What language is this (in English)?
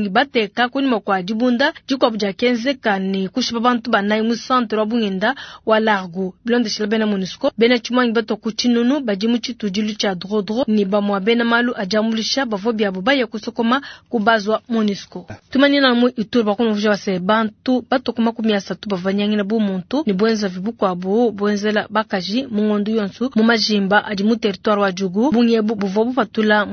Luba-Lulua